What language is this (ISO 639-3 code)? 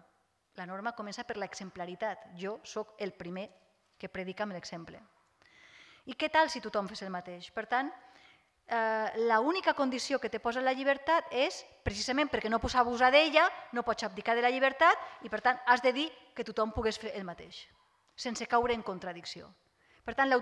cat